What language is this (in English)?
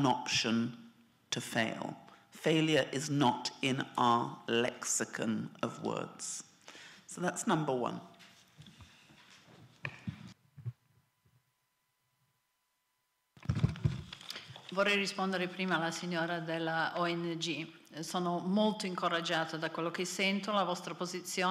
Italian